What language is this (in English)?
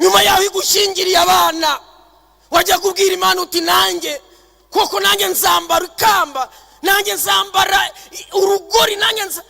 Kinyarwanda